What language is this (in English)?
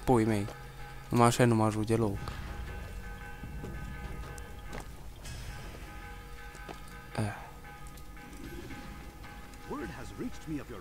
Romanian